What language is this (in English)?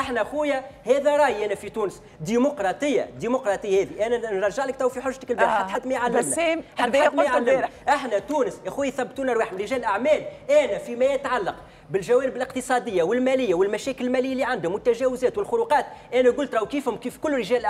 Tunisian Arabic